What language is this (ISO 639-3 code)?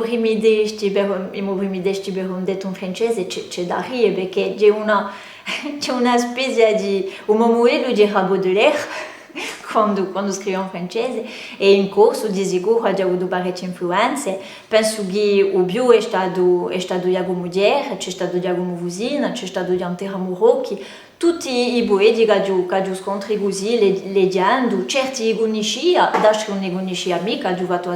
cos